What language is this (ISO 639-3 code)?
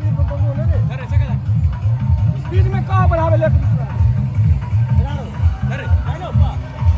bho